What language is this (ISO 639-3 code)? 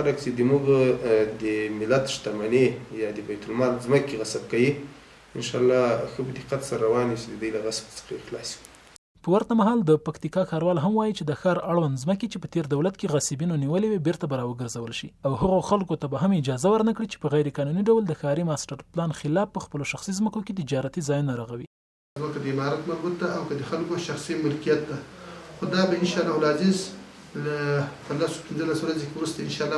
pus